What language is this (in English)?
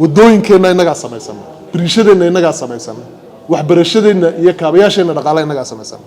Somali